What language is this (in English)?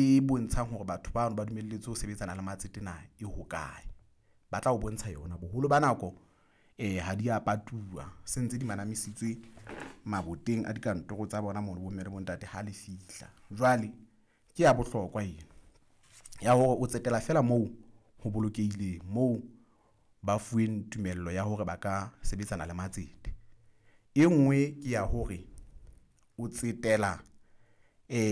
Southern Sotho